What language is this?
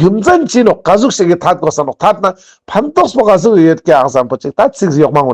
Ladakhi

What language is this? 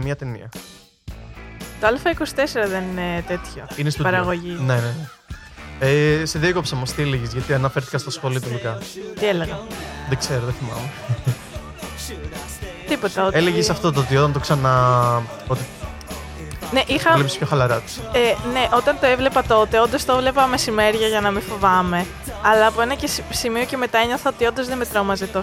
Greek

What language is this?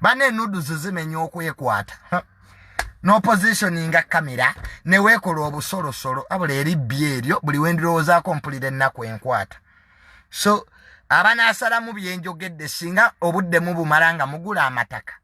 Ganda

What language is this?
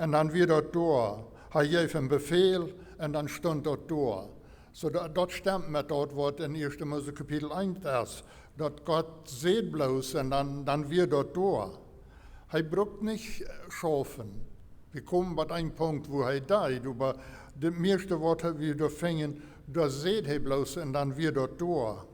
Plautdietsch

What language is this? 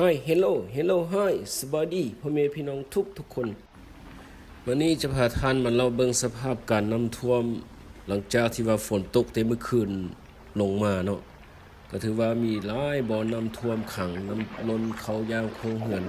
Lao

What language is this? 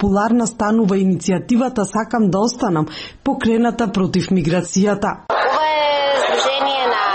Macedonian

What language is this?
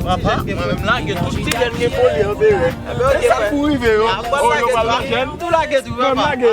Haitian Creole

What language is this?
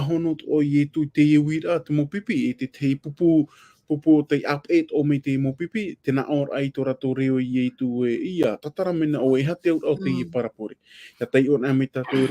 Tahitian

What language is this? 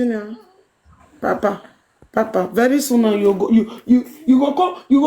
Nigerian Pidgin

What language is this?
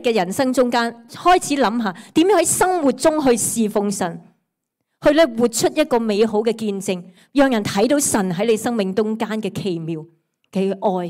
Cantonese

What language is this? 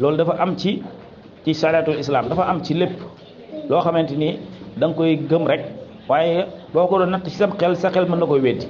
Wolof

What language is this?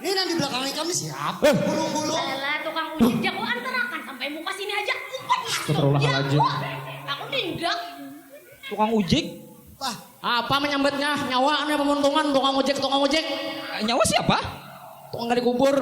Banjar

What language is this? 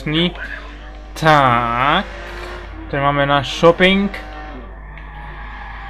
Czech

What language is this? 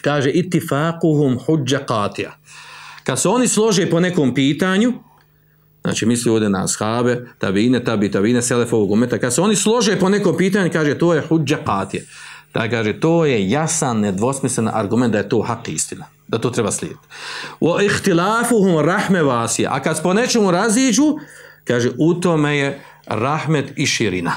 Bosnian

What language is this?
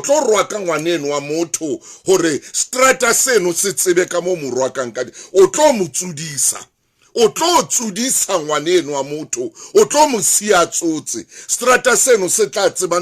Southern Sotho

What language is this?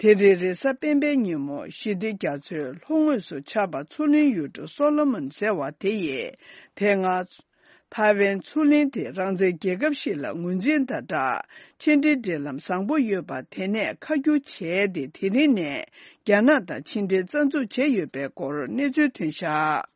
Tibetan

